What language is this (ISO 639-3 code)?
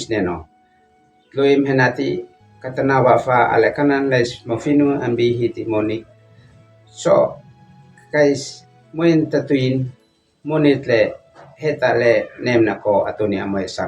aoz